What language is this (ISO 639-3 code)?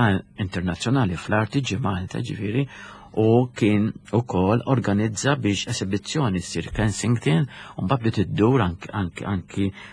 mlt